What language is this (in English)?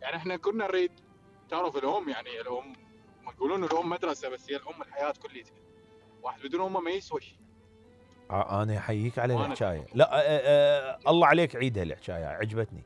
Mesopotamian Arabic